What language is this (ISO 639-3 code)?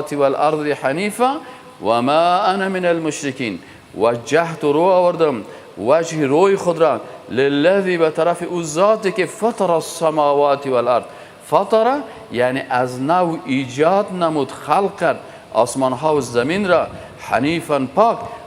fas